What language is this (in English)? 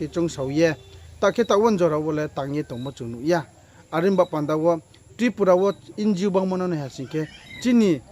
Riang (India)